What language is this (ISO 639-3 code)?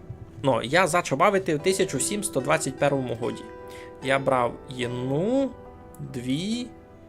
rue